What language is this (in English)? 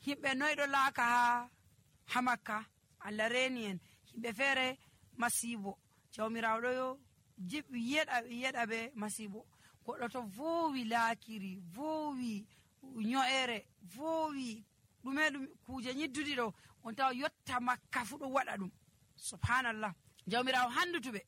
Nigerian Fulfulde